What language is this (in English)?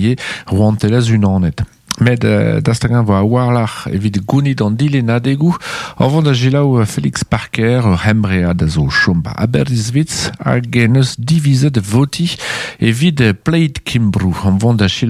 Breton